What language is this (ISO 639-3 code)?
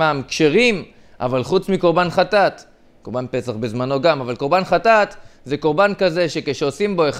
heb